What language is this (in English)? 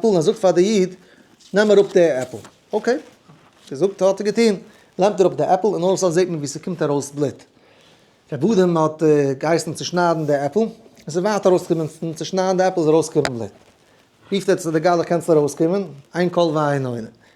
Yiddish